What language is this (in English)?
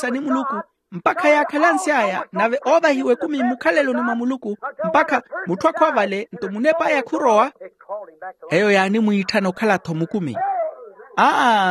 Makhuwa